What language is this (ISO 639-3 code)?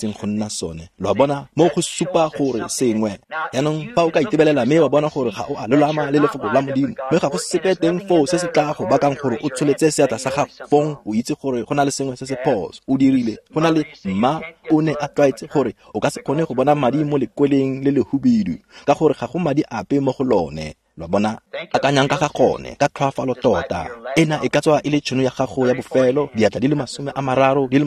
tsn